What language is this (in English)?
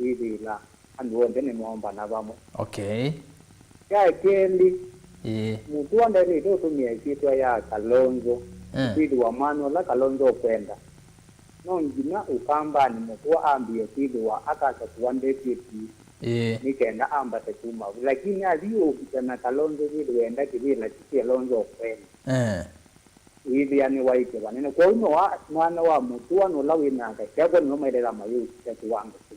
Kamba